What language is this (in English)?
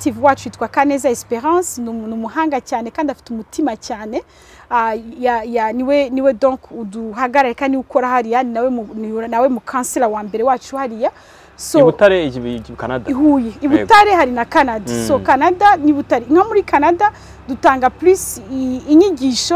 Kinyarwanda